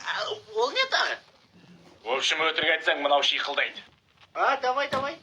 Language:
Kazakh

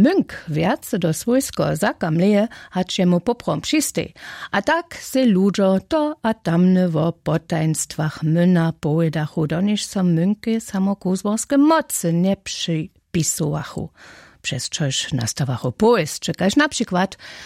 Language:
Upper Sorbian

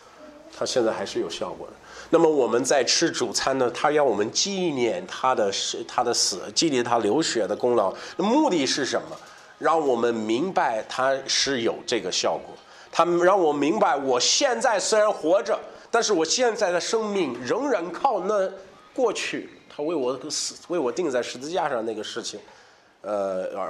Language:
Chinese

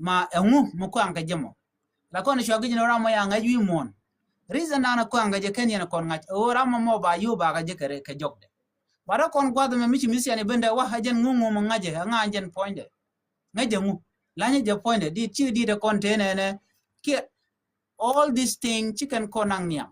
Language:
Nuer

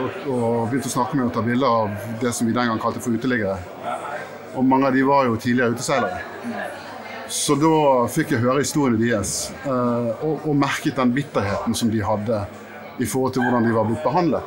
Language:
Norwegian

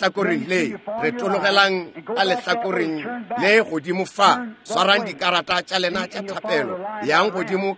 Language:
Northern Sotho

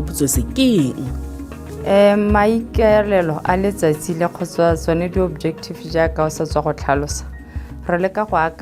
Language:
Tswana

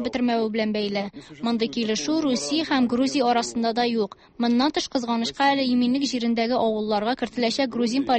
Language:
Tatar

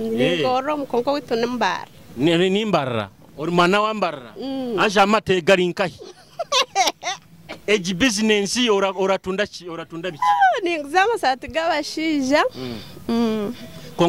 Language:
Nyoro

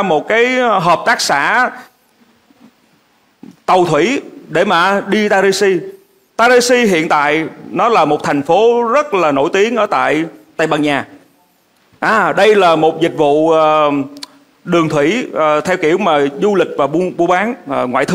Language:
Vietnamese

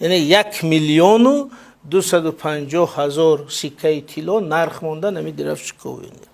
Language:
Tajik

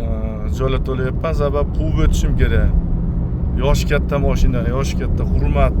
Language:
Uzbek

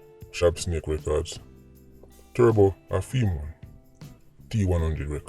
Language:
Jamaican Creole English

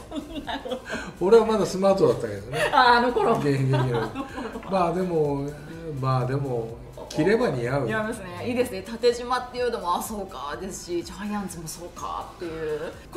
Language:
Japanese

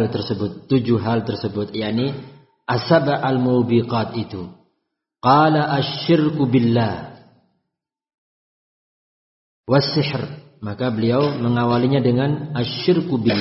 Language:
Indonesian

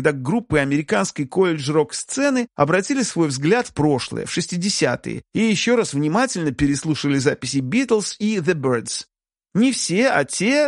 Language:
Russian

